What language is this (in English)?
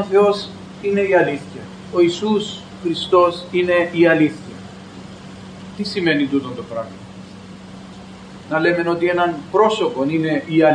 Greek